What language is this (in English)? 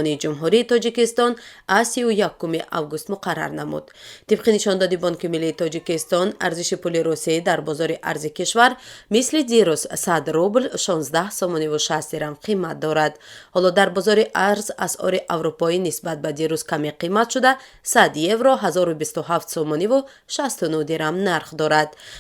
Tajik